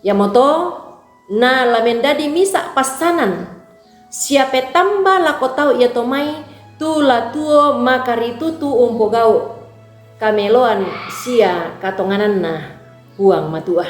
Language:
Toraja-Sa'dan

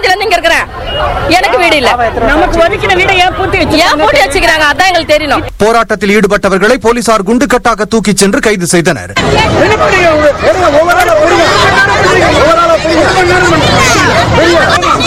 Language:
Tamil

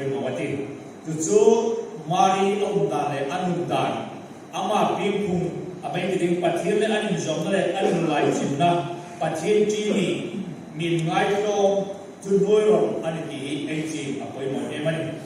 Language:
Hmar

